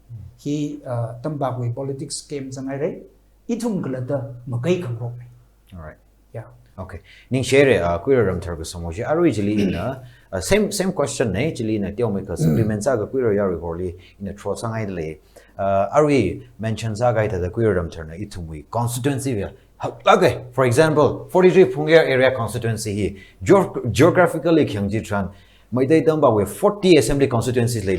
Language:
Tangkhul Naga (India)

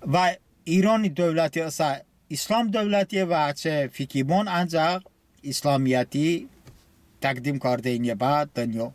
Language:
Talysh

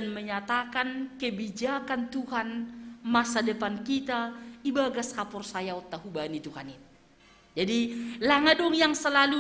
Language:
Batak Simalungun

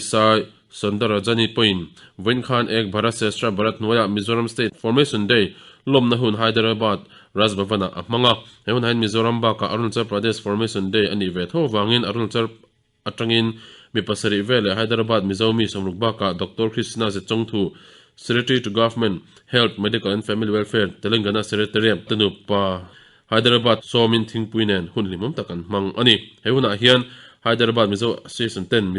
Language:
Mizo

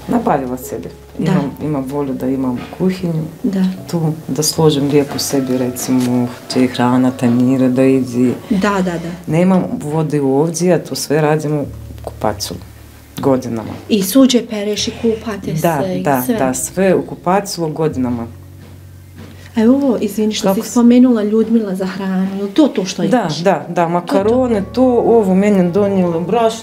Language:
Bosnian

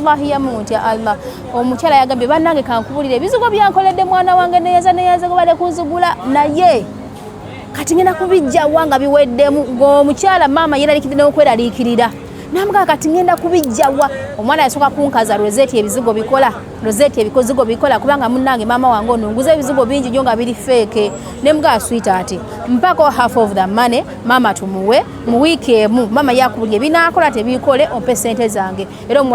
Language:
Ganda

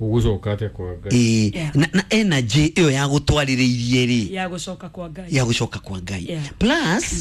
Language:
Kikuyu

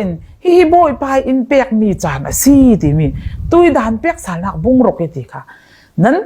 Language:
Falam Chin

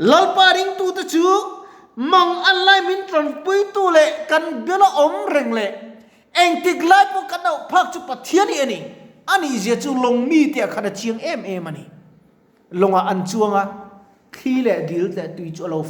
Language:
Mizo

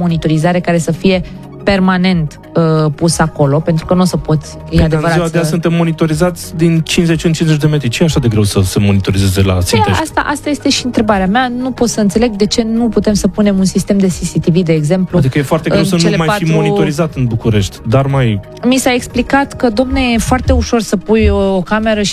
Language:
Romanian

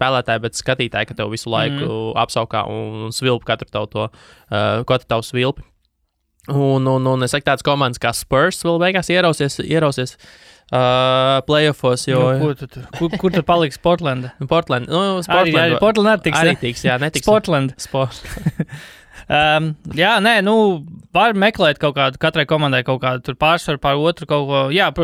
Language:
Latvian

